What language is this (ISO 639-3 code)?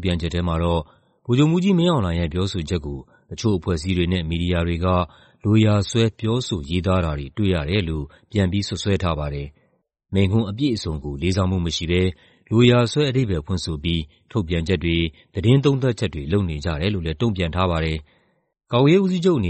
mya